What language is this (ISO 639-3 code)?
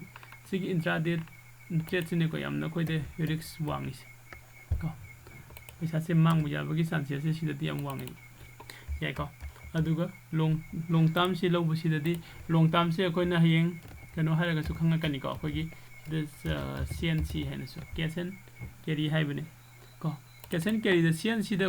mni